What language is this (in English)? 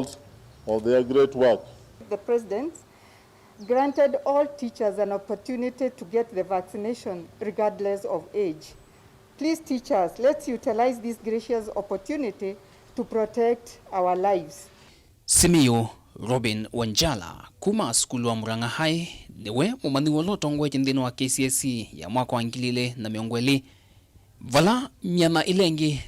Kamba